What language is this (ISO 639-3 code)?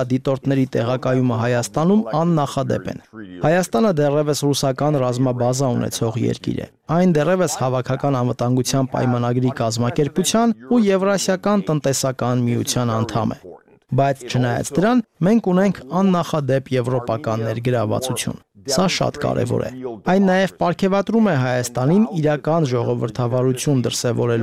hye